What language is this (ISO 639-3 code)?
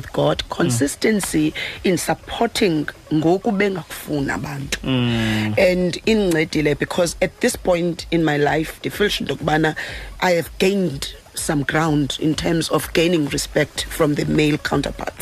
xho